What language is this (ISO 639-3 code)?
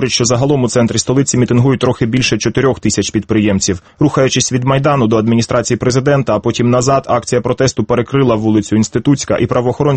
ukr